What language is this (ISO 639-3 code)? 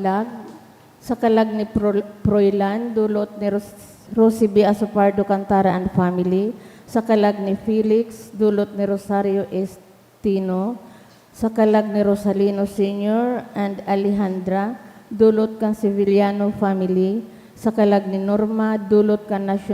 bik